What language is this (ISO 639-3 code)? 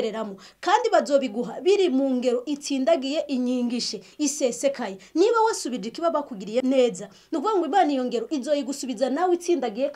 run